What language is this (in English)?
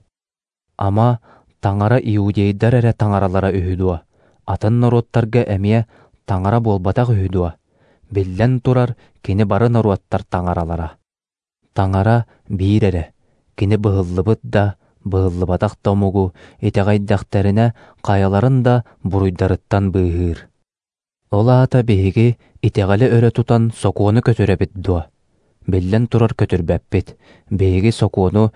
Yakut